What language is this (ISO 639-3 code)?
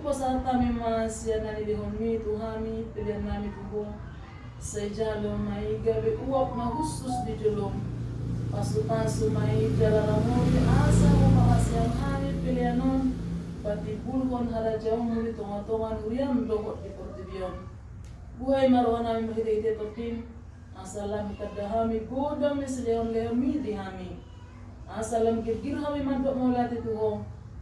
bbc